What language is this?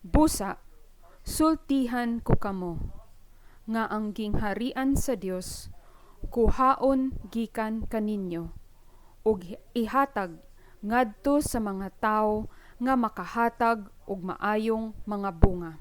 Cebuano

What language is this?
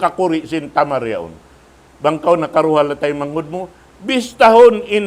Tausug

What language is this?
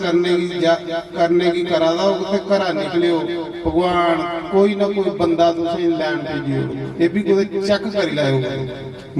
Dogri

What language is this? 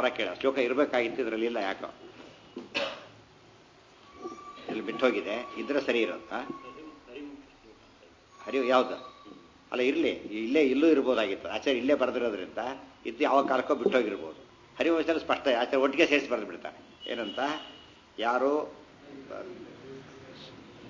Kannada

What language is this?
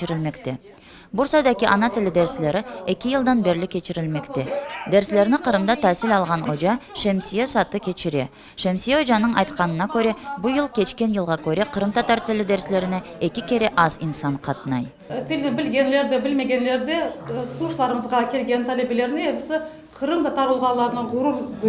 Crimean Tatar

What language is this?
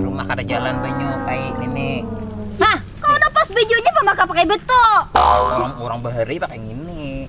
Banjar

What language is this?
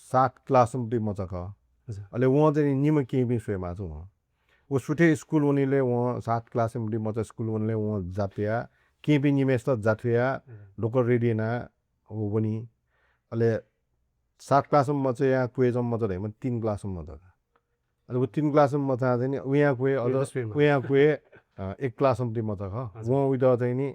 Newari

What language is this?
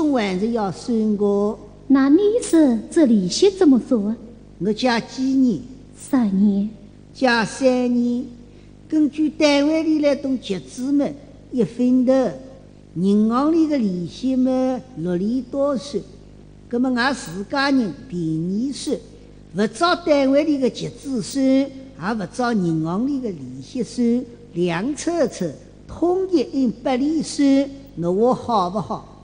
Wu Chinese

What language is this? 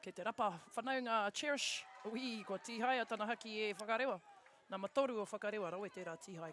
Māori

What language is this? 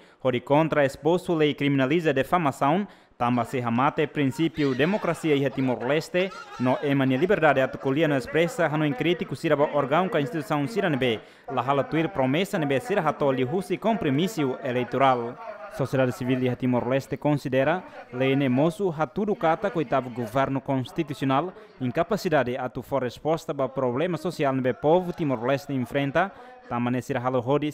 Tetum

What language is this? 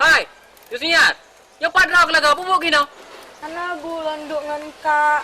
Achinese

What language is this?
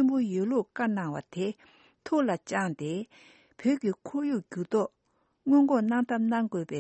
Tibetan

